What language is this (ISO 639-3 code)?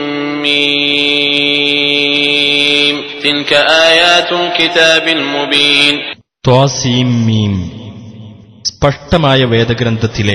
mal